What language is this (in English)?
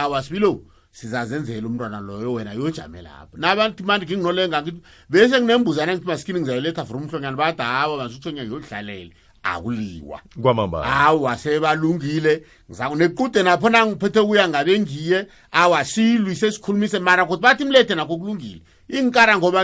South Ndebele